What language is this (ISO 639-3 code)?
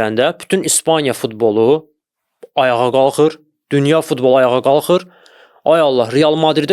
aze